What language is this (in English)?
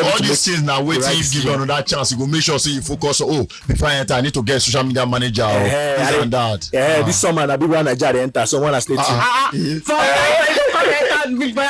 Nigerian Pidgin